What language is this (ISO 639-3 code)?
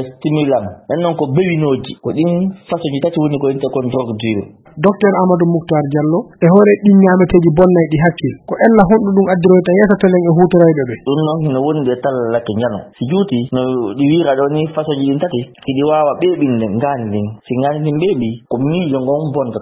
ful